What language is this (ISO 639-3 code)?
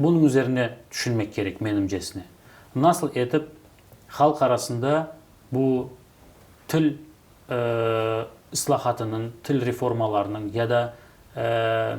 crh